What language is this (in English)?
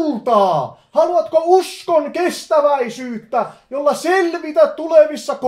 Finnish